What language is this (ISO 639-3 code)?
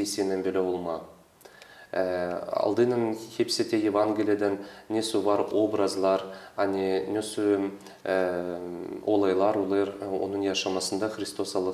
gag